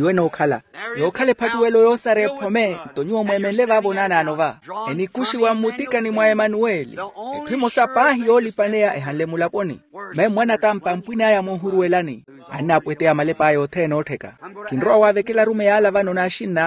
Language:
Makhuwa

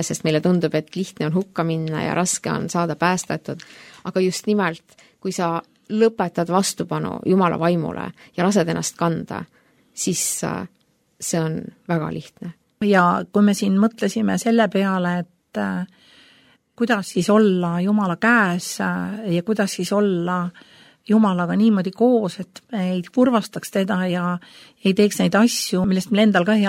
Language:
Estonian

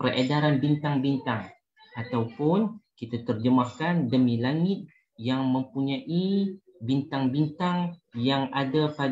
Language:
Malay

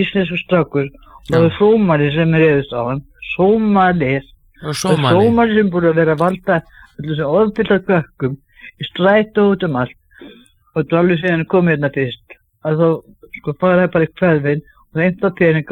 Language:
Icelandic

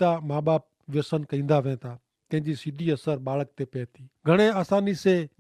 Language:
Kachhi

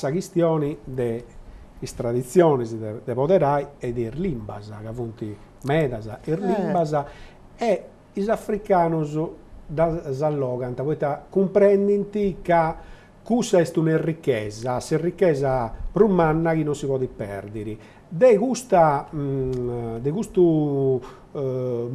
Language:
Sardinian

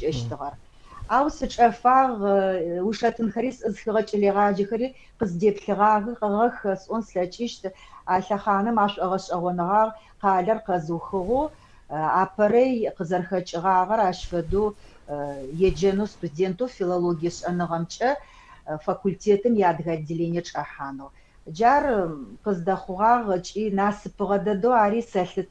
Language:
Adyghe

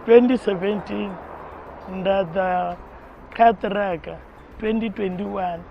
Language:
Venda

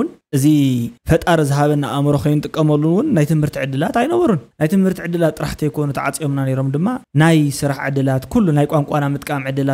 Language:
Tigrinya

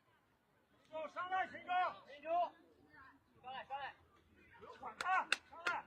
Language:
Lao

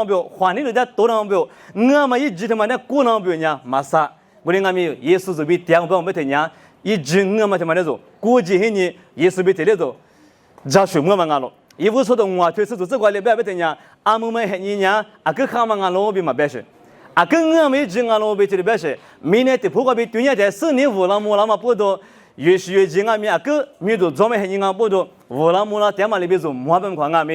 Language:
Lisu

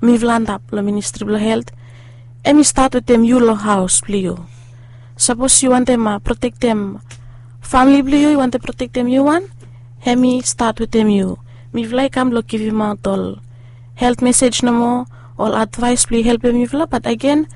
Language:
Bislama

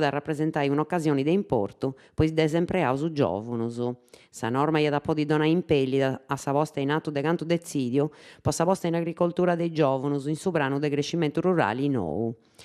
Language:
Sardinian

